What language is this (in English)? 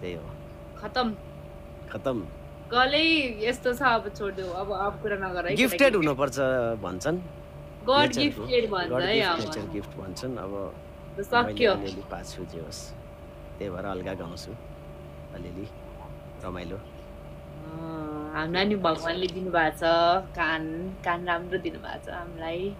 Nepali